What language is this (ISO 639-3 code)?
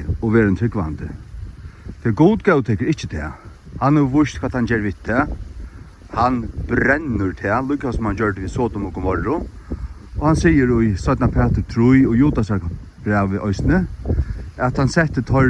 fao